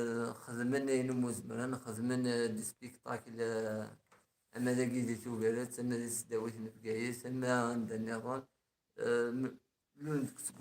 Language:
Kabyle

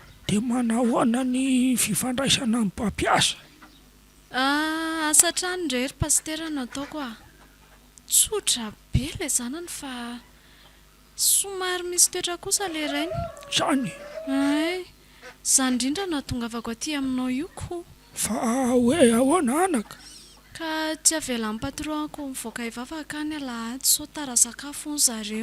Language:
Malagasy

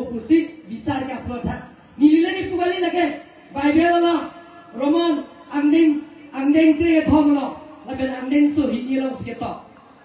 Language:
Karbi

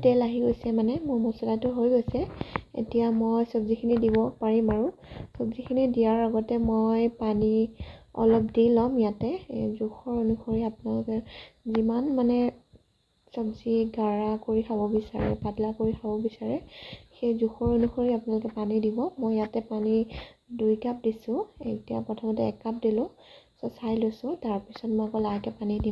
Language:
Assamese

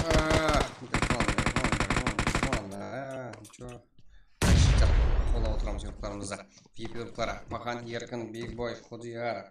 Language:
Kara-Kalpak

